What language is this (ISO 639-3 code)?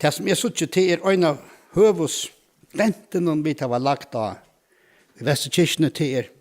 fao